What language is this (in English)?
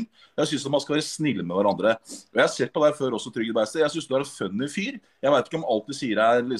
Norwegian